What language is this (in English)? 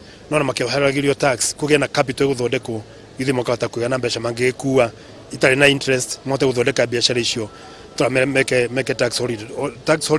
Kikuyu